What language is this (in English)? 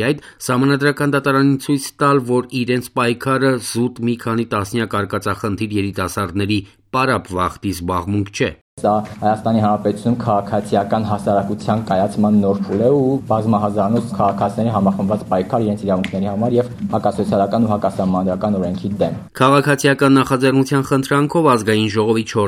Armenian